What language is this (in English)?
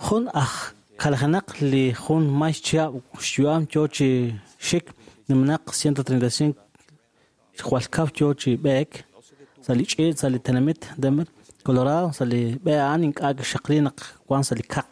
Kekchí